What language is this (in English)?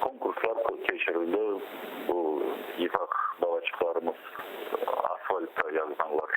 Crimean Tatar